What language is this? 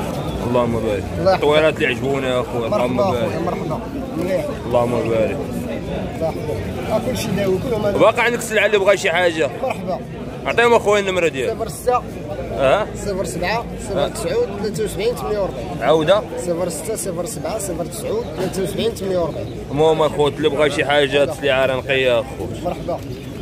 Moroccan Arabic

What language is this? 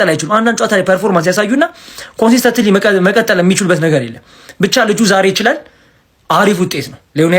Amharic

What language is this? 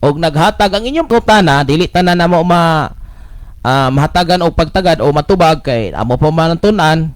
Cebuano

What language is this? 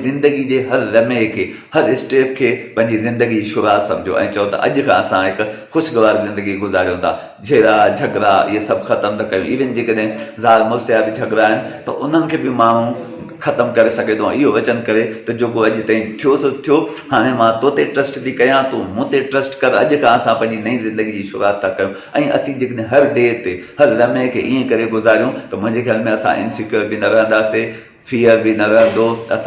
Sindhi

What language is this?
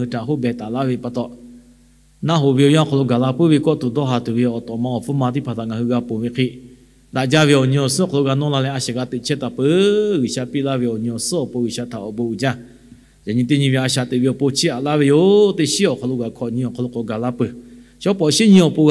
Lahu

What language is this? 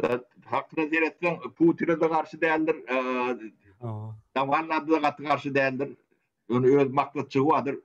Turkmen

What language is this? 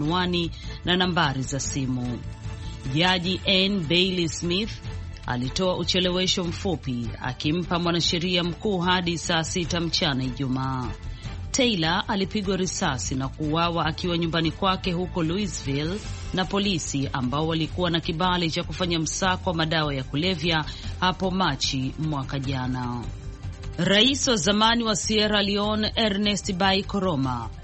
Swahili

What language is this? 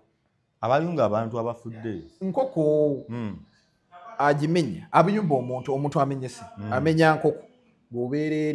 Ganda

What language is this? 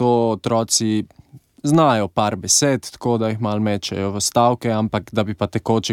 Slovenian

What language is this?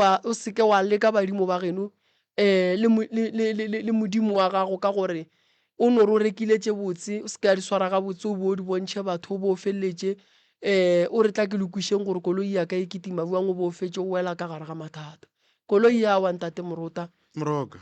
Northern Sotho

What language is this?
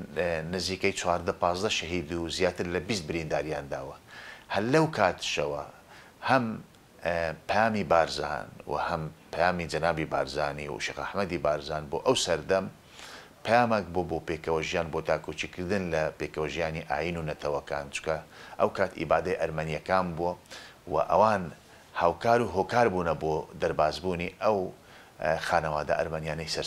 Central Kurdish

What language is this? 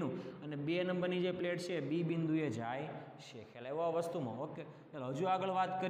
Gujarati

